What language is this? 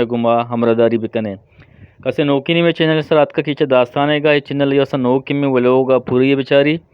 Eastern Balochi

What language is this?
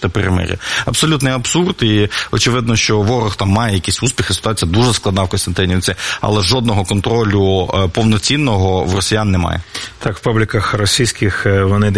Ukrainian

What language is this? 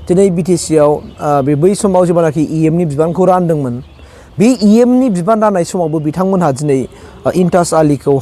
Bodo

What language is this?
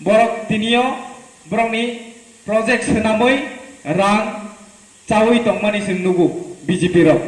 Kok Borok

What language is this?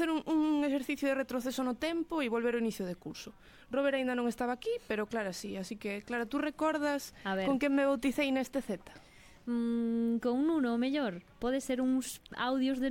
Galician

